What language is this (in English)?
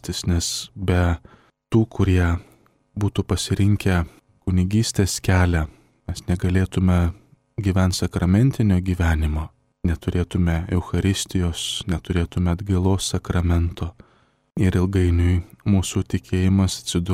Lithuanian